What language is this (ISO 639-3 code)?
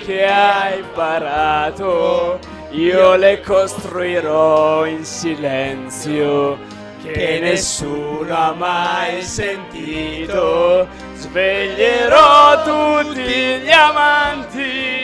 ita